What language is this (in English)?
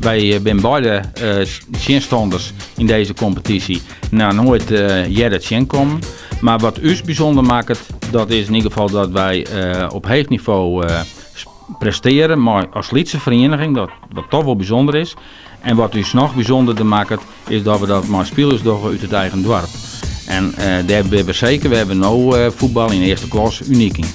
Western Frisian